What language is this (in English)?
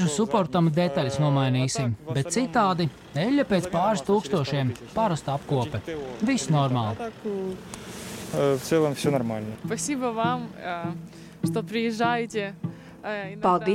Latvian